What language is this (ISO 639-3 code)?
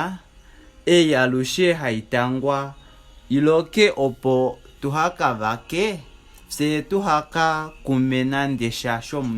kua